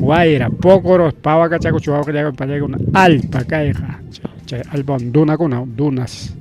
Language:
Ayacucho Quechua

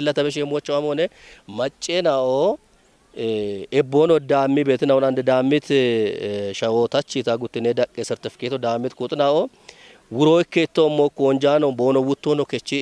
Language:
Kafa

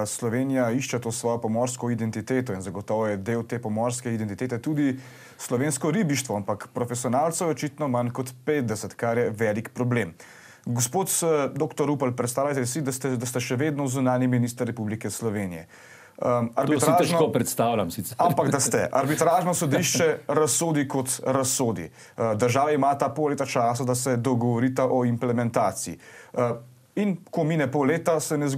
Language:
Slovenian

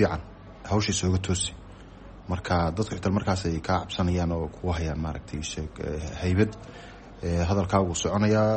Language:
Somali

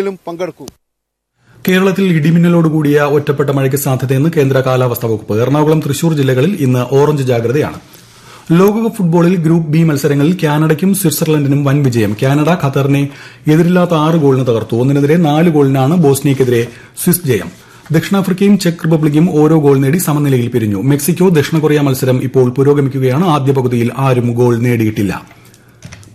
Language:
Malayalam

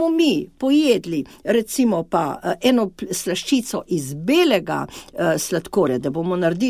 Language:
Slovenian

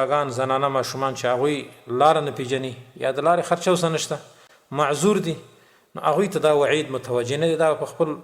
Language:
Pashto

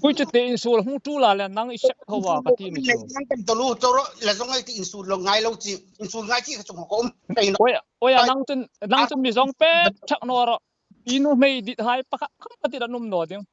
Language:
Hmar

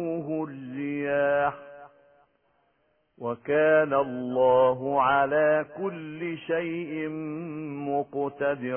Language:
Arabic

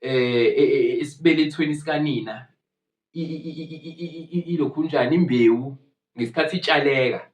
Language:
Zulu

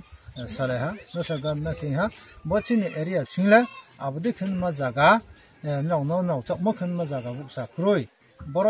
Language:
Riang (India)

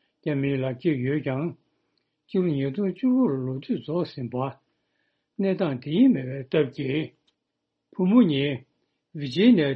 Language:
Tibetan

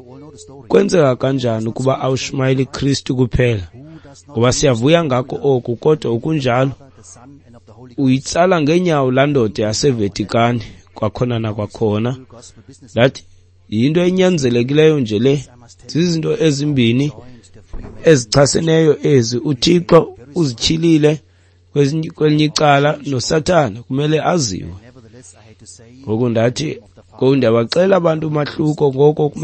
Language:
Xhosa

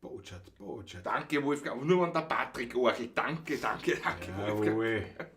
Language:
Bavarian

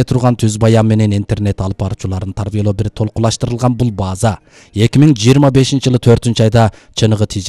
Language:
Kyrgyz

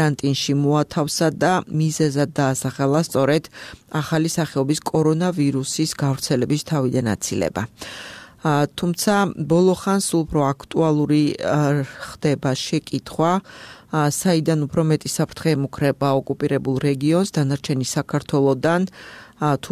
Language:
Georgian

